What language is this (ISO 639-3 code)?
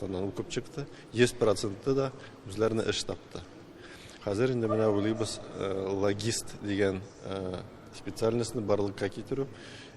tat